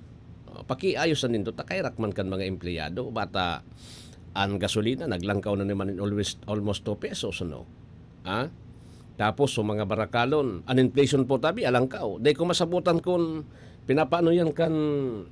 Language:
Bikol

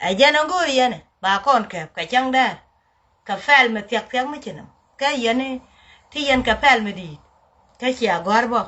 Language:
Nuer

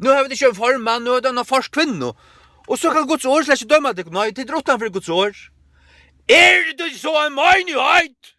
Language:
Faroese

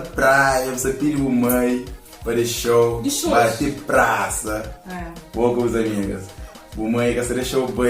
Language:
Kabuverdianu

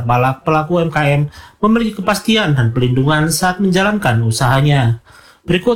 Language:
Indonesian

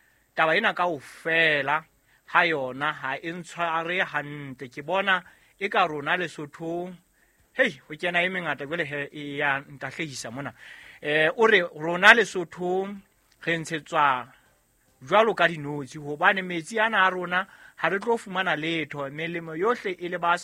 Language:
Southern Sotho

